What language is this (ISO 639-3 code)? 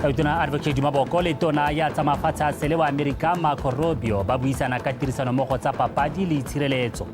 tsn